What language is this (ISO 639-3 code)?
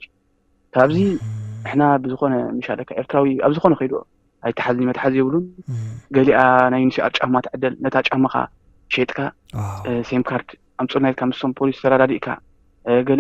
tir